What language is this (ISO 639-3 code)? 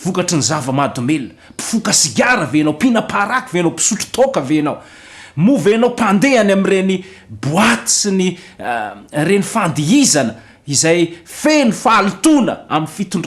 mlg